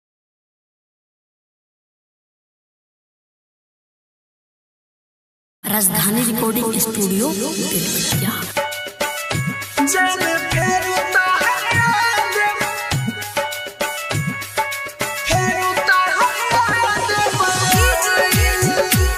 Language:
Bhojpuri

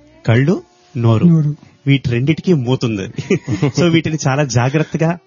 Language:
Telugu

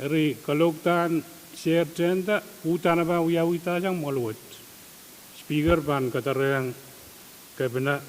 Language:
Pohnpeian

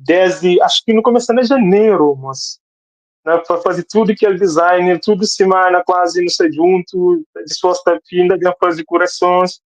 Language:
Kabuverdianu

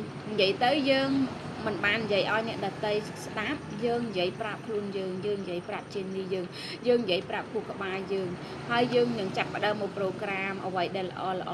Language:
Khmer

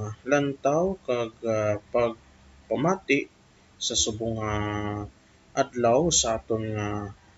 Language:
Hiligaynon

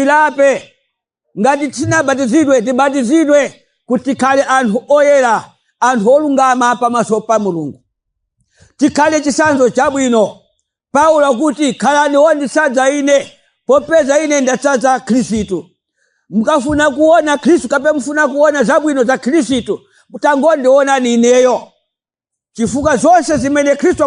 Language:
Nyanja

